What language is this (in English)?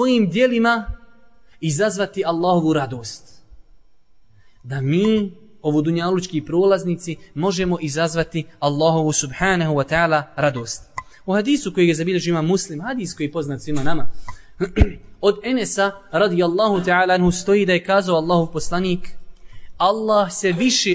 Bosnian